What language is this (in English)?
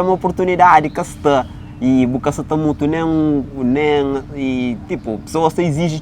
Kabuverdianu